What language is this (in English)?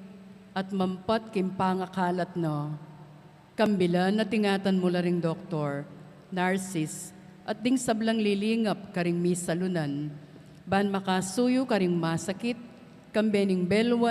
Pampanga